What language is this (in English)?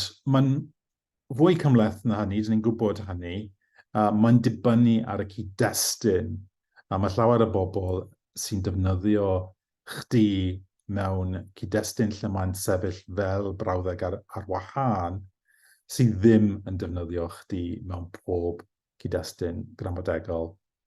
Welsh